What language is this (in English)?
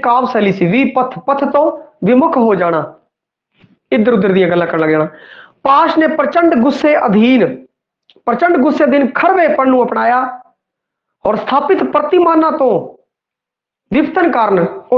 Punjabi